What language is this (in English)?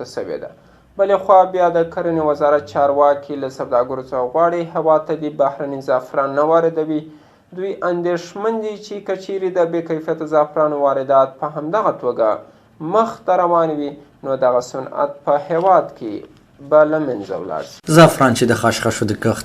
Pashto